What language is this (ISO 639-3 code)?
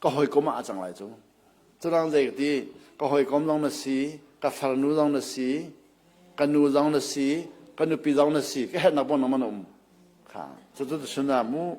cnh